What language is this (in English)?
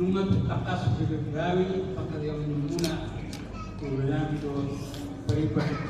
Batak Toba